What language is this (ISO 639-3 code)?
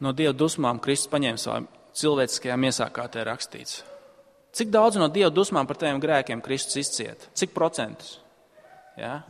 lav